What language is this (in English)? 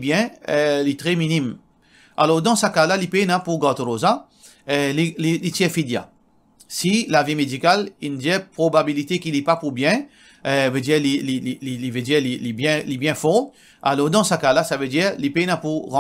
Morisyen